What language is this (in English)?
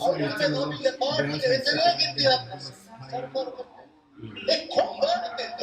Divehi